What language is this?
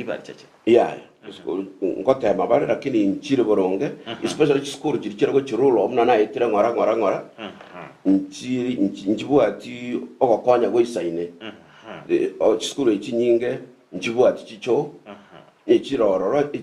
Gusii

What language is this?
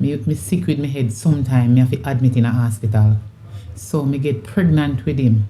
Jamaican Creole English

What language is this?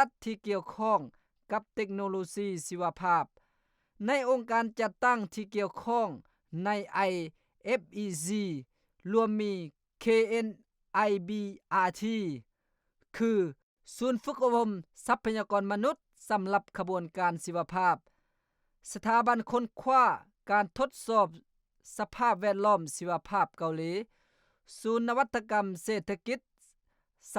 Lao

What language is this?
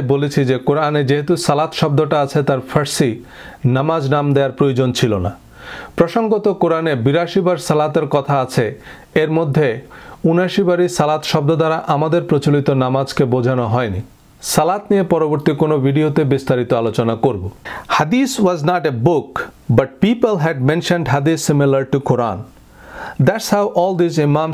Bangla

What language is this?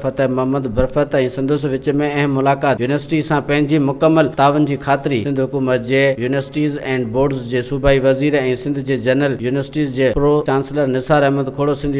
Sindhi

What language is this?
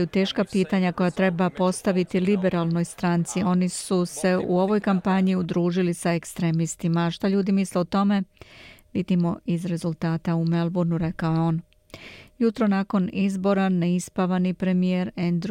Serbian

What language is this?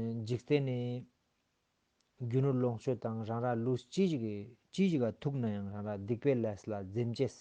Ladakhi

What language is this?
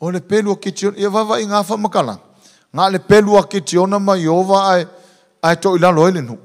Samoan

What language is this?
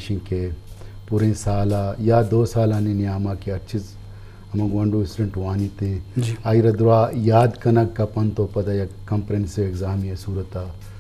Eastern Balochi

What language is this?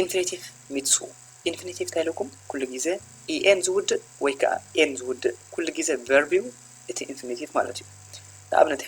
Tigrinya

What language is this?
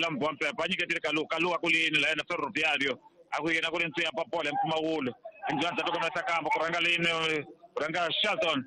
Tsonga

